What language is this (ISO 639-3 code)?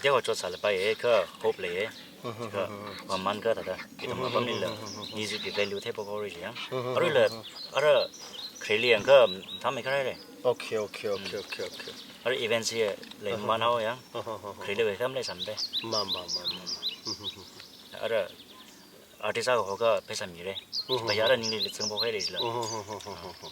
nmf